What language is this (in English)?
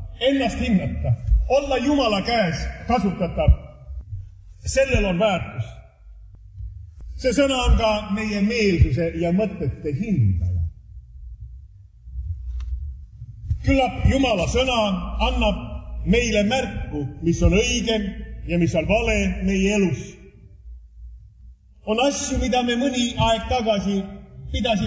Estonian